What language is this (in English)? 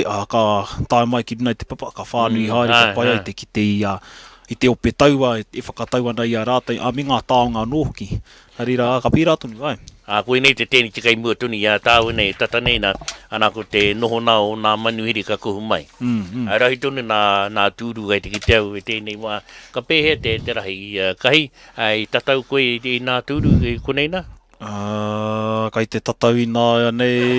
Māori